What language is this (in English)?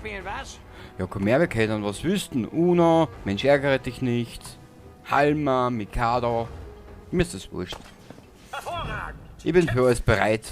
Bavarian